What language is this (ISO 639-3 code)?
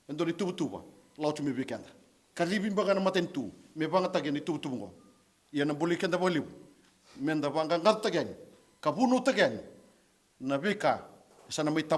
fij